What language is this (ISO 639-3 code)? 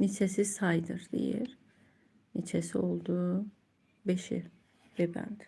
aze